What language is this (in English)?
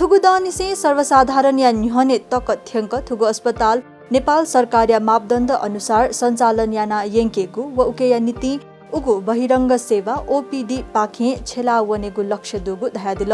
Newari